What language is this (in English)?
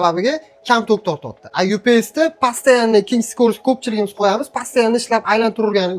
Uzbek